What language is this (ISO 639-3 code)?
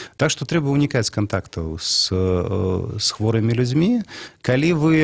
bel